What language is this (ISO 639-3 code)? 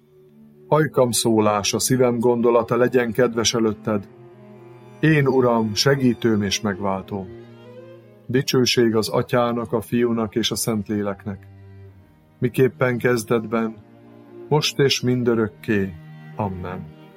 hun